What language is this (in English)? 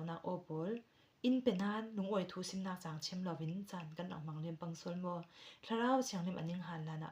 Falam Chin